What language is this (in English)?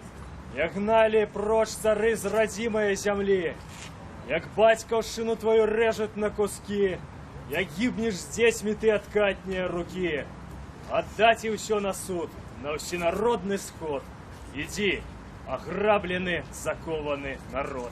Belarusian